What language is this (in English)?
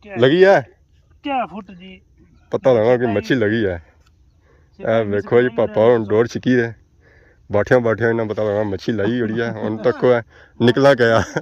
Pahari-Potwari